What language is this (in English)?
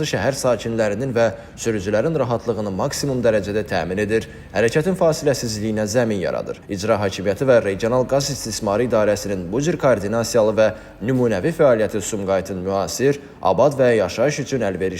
Azerbaijani